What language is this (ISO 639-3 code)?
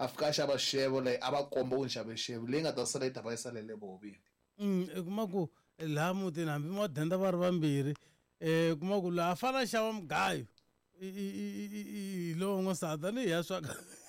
tso